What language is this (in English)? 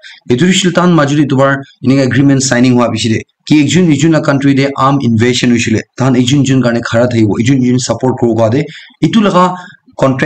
Naga Pidgin